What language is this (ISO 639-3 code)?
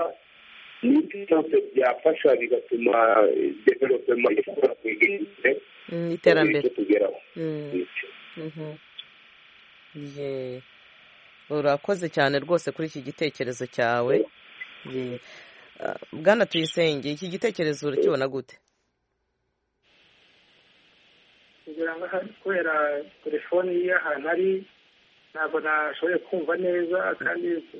kin